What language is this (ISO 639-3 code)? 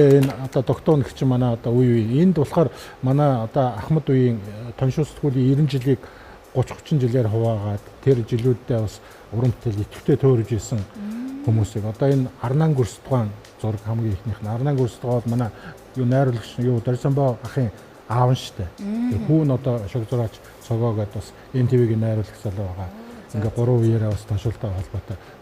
mon